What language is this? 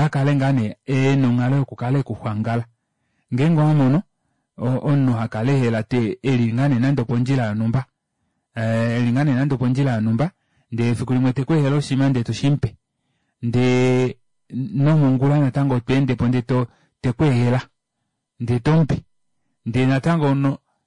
Kuanyama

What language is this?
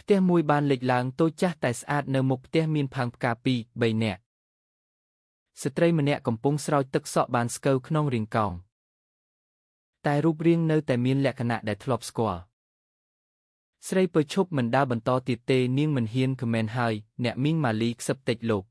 Khmer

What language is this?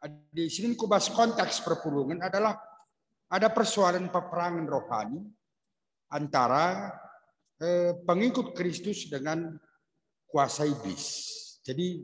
Batak Karo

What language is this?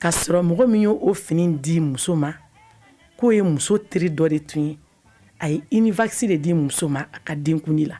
Bambara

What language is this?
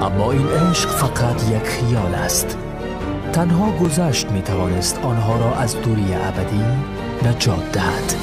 Persian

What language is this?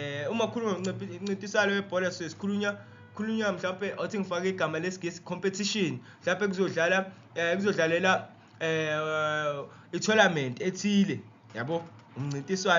Zulu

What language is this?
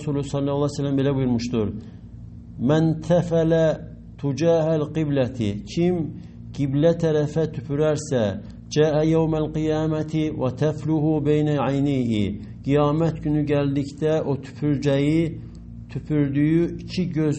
Azerbaijani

